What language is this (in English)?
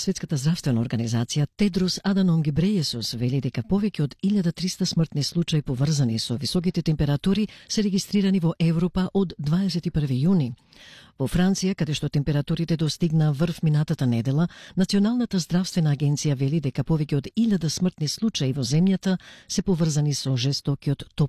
Macedonian